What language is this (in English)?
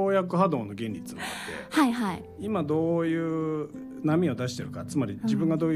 Japanese